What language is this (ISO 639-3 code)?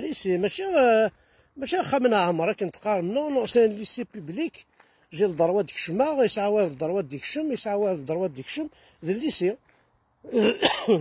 kab